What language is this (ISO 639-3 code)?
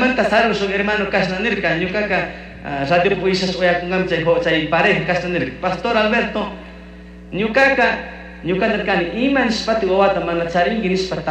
qug